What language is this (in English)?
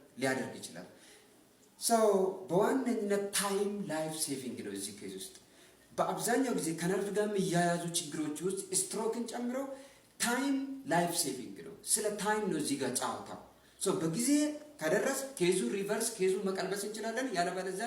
Amharic